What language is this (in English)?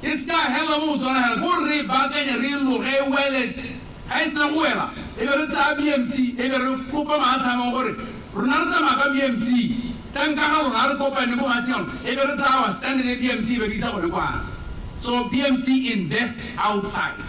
Tswana